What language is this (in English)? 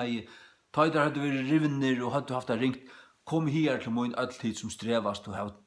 Faroese